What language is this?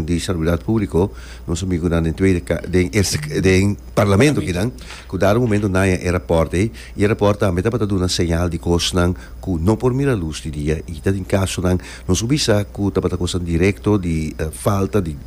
Papiamento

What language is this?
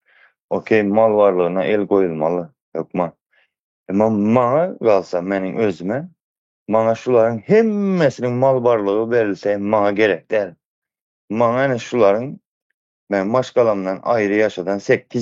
Turkmen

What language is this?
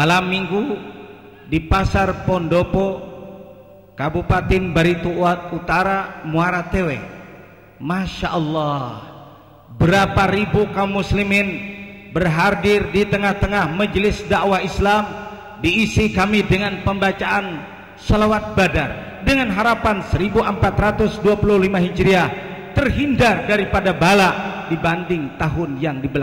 Banjar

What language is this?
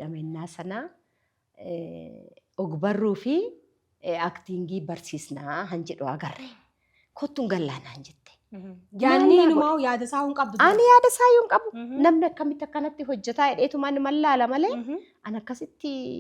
Oromo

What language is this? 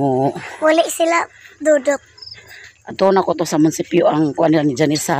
Cebuano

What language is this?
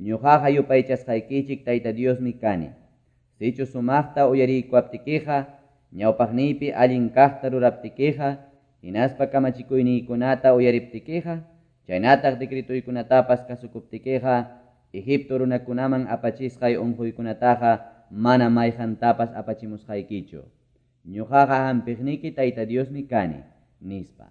Ayacucho Quechua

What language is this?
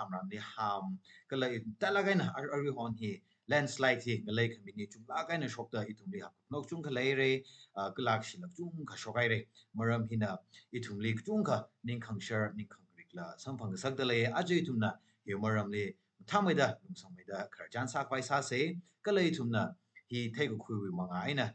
Tangkhul Naga (India)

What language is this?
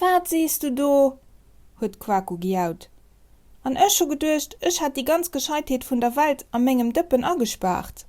Luxembourgish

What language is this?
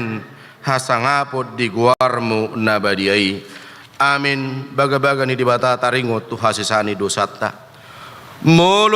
Batak Toba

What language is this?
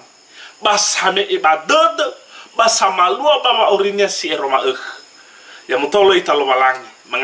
Nias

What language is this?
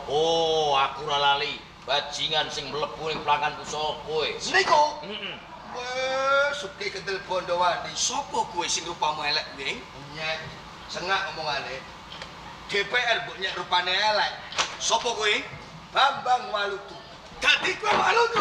Javanese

